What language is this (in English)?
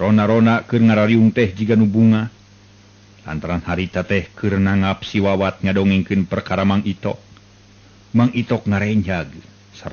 Sundanese